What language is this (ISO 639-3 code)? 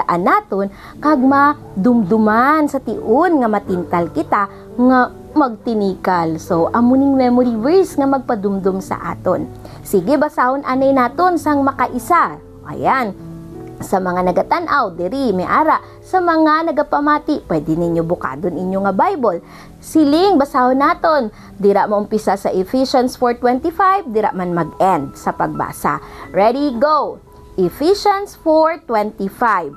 hil